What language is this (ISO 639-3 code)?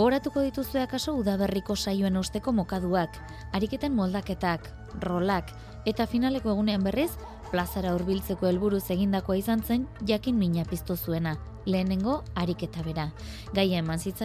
eus